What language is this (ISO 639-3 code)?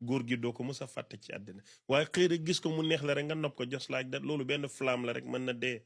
wol